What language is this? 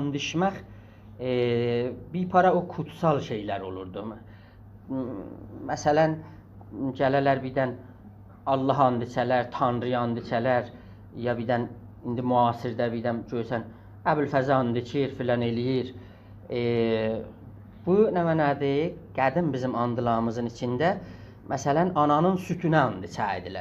South Azerbaijani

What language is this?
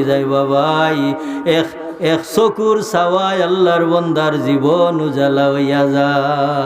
Sylheti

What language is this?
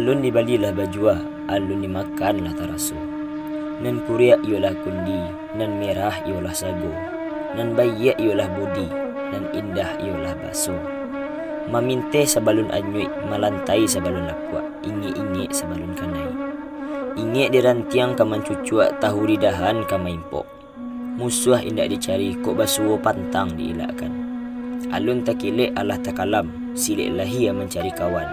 Minangkabau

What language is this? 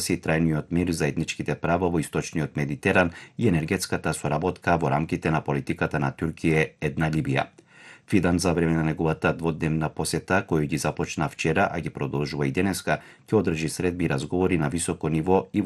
Macedonian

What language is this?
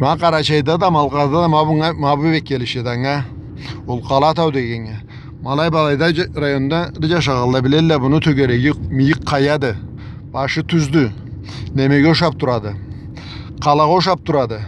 Karachay-Balkar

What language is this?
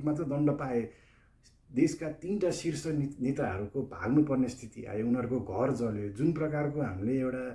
Nepali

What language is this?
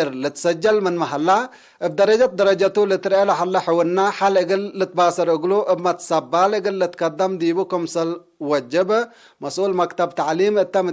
Tigre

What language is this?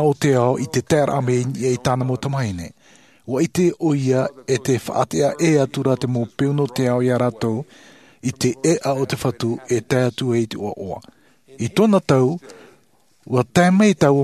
Tahitian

